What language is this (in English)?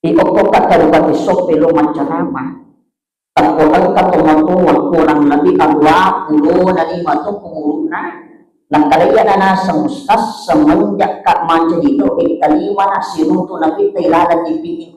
Buginese